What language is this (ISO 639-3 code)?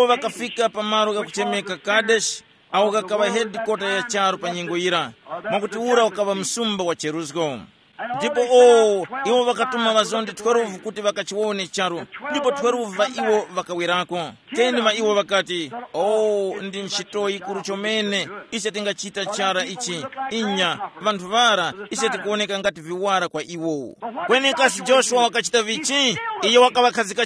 tum